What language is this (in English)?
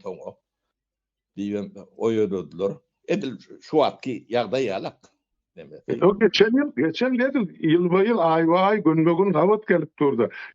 Turkmen